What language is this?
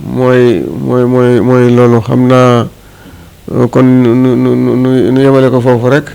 Wolof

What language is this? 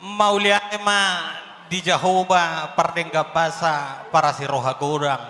Batak Toba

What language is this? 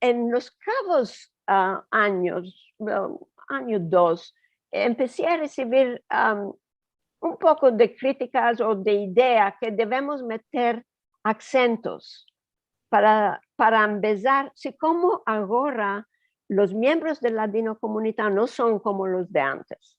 Ladino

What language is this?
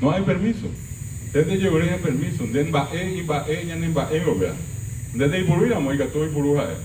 Guarani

